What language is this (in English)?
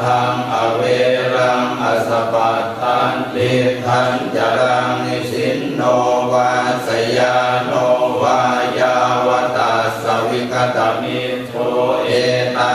Pali